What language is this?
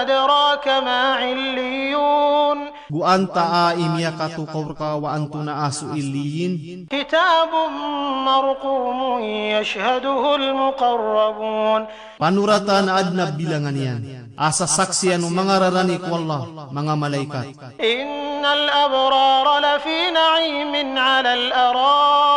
Maranao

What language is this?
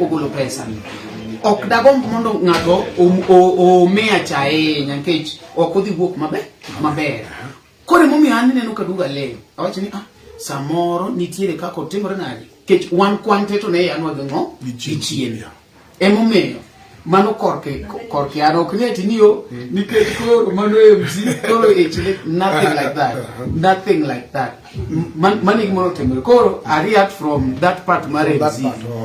Luo (Kenya and Tanzania)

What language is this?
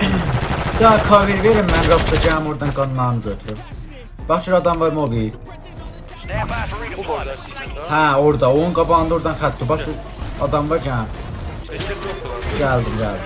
South Azerbaijani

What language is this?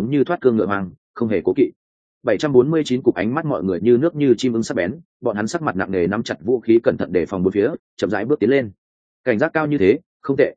Vietnamese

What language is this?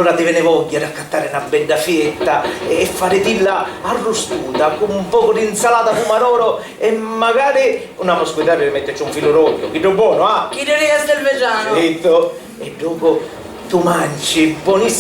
Sicilian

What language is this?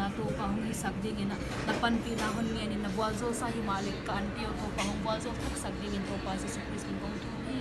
Tedim Chin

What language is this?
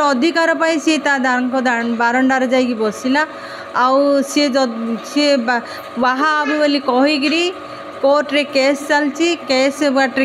Odia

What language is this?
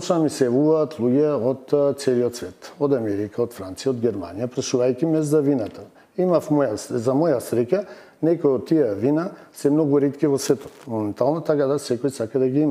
Macedonian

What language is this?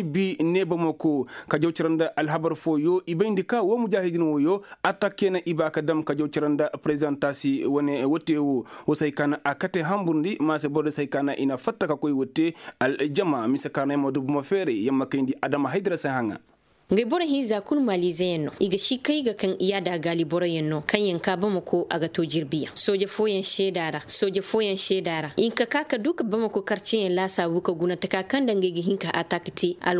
Koyraboro Senni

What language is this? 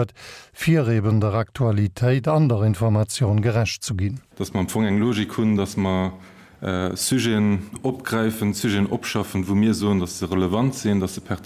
Luxembourgish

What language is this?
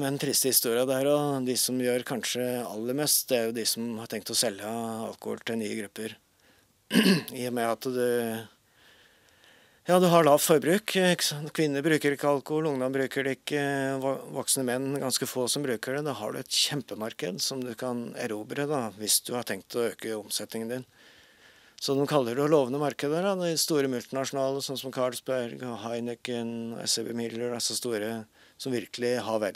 Norwegian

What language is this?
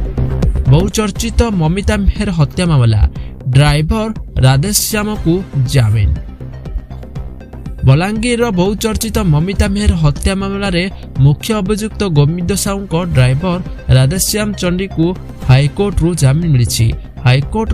Odia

